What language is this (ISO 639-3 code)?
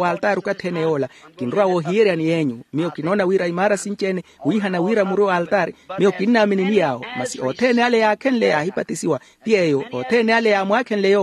vmw